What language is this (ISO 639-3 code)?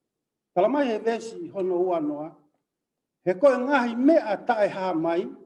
ton